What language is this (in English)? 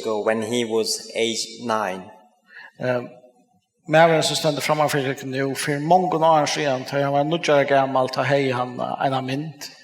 Faroese